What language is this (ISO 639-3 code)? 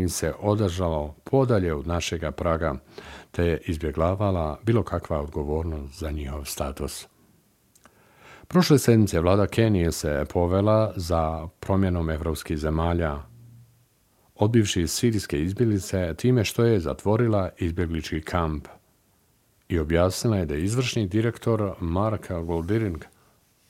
bos